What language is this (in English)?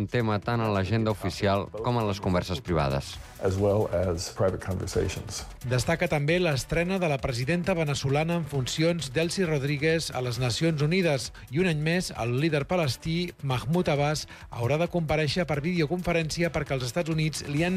Catalan